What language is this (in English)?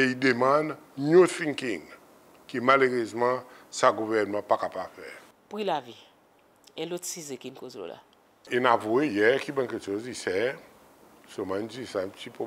Seselwa Creole French